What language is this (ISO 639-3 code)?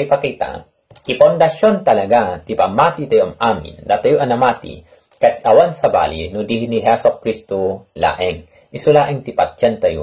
ilo